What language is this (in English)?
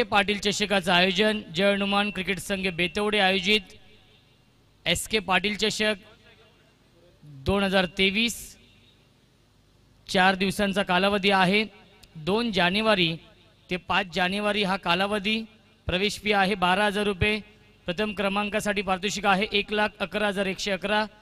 Marathi